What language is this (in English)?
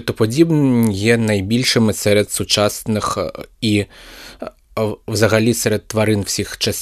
Ukrainian